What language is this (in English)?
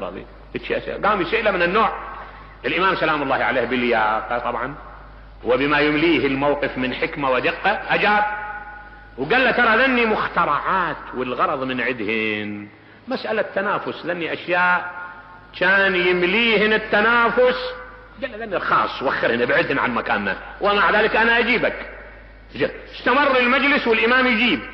Mesopotamian Arabic